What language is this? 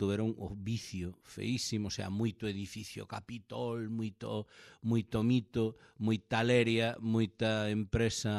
Galician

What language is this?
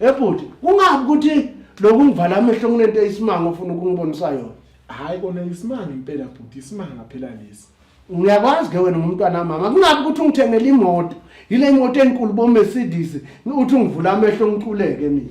Zulu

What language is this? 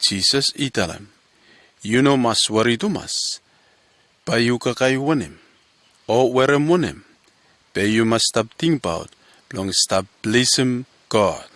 Bislama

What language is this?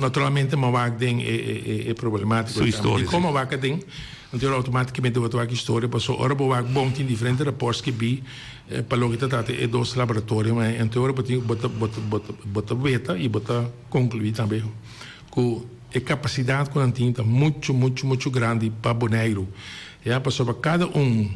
Papiamento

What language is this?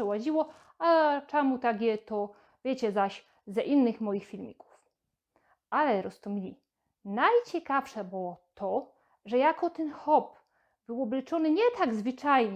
Silesian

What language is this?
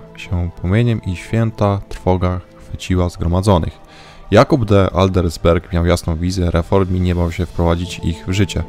Polish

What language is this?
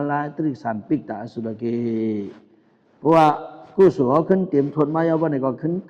Shan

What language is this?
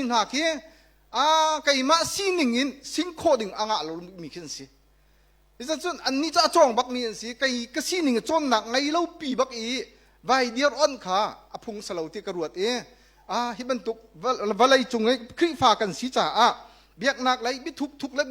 Hakha Chin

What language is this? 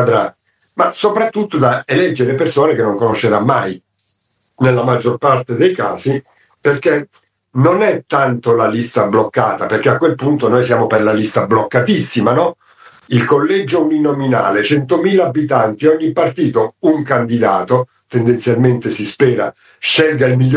Italian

